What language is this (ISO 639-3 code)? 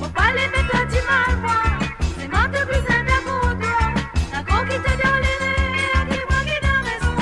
mfe